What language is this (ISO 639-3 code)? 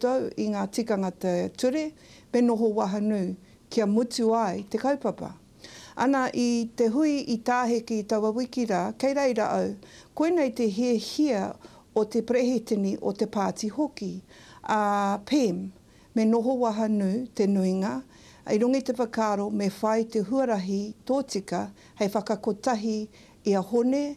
mri